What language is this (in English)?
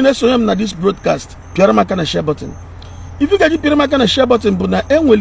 Igbo